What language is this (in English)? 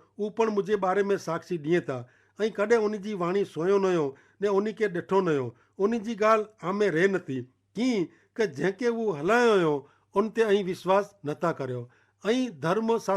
Kachhi